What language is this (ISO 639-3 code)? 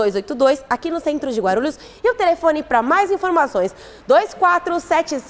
por